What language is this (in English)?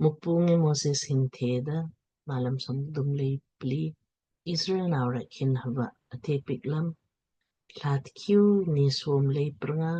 Lamkang